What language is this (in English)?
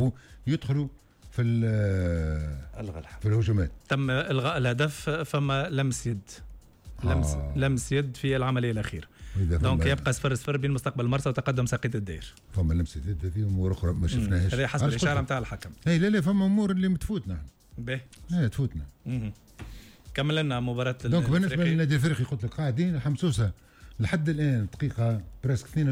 Tunisian Arabic